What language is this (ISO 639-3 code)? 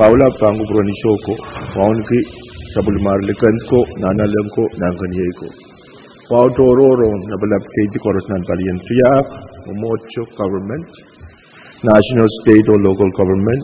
pon